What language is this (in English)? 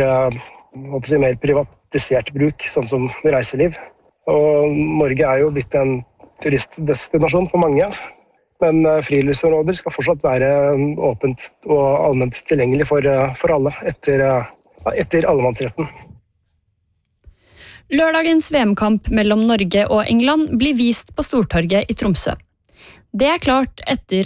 Norwegian